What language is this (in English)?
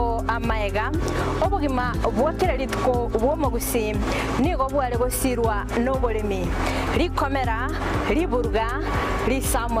Gusii